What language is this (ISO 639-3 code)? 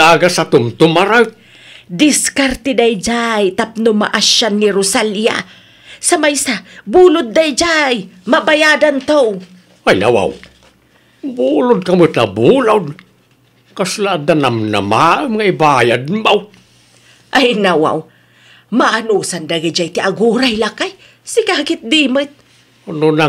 ilo